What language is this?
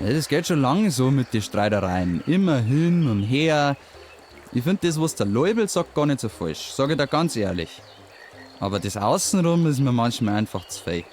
Bavarian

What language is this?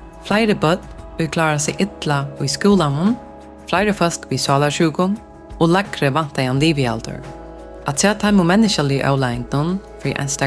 Faroese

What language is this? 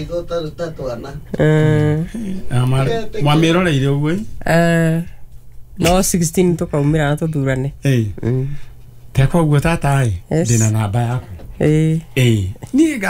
Kikuyu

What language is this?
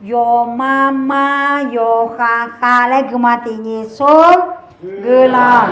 Akha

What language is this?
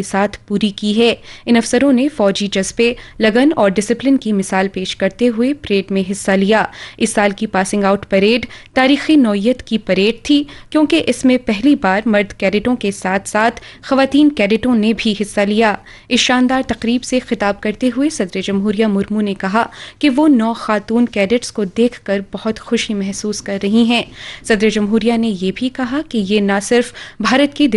Urdu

